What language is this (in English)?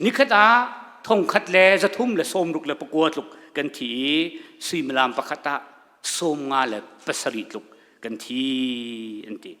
Hakha Chin